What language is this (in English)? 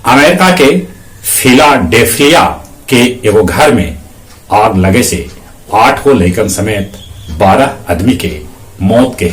Magahi